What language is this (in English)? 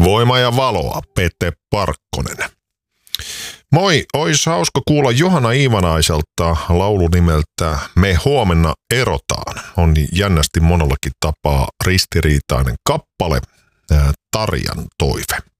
Finnish